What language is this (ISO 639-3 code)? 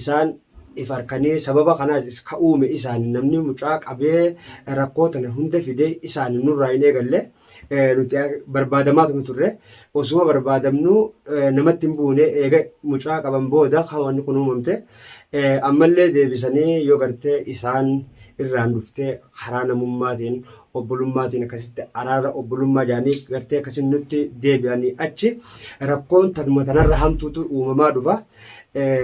orm